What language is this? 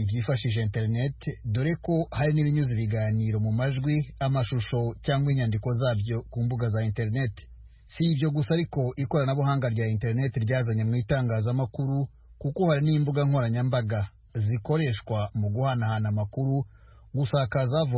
Kinyarwanda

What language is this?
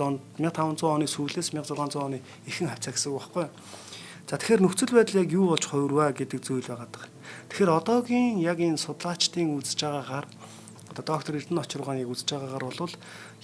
Mongolian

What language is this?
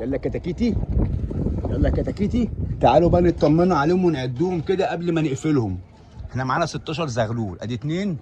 Egyptian Arabic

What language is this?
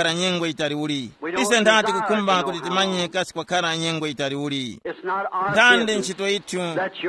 Tumbuka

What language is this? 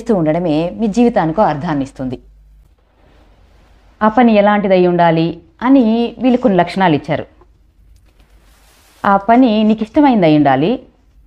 Telugu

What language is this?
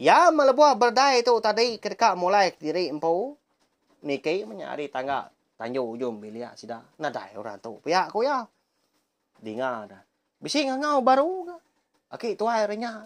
Iban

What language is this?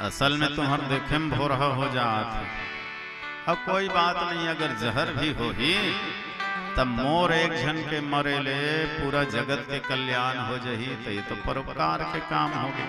Chhattisgarhi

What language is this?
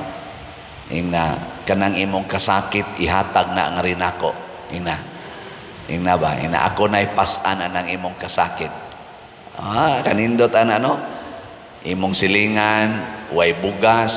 Cebuano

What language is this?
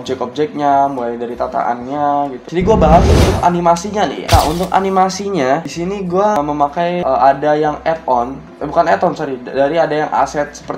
Indonesian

